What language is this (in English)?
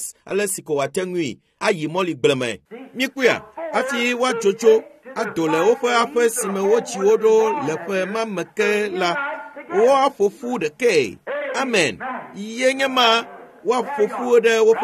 Ewe